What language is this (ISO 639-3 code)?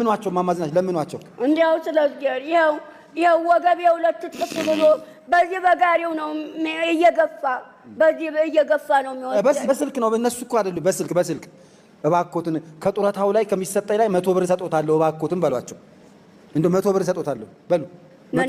amh